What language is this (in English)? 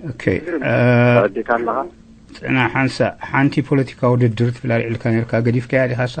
Tigrinya